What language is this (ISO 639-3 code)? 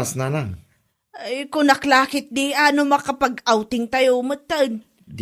ilo